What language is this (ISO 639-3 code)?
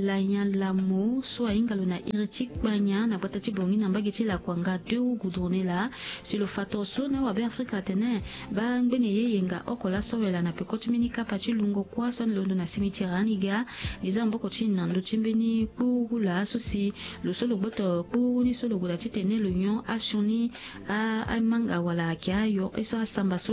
sag